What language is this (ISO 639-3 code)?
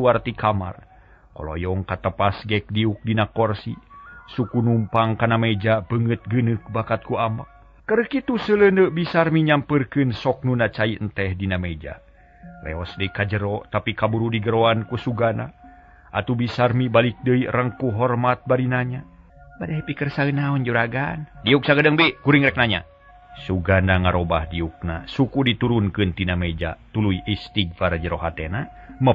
sun